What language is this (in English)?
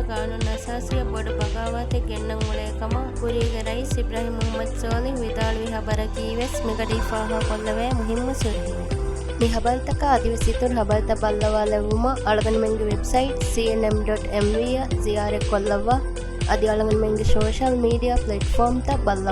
Divehi